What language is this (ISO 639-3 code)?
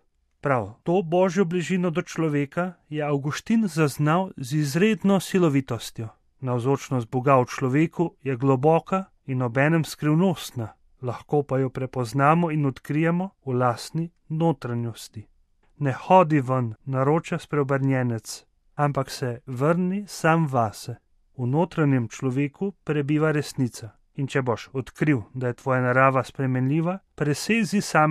slv